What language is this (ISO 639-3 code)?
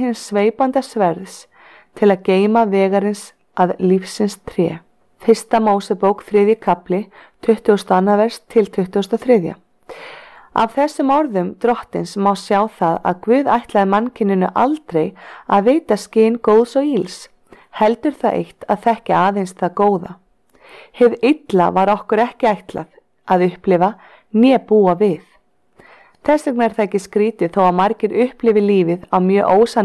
isl